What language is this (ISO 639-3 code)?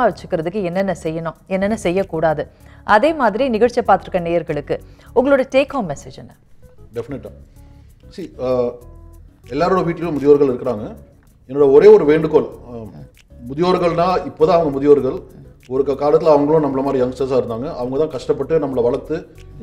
tam